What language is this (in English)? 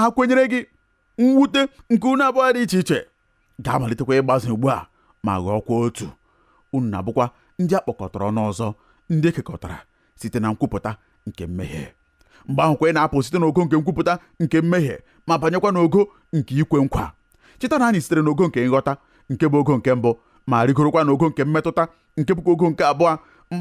Igbo